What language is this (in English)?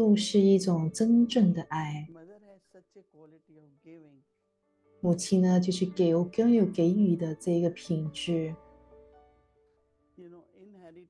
Chinese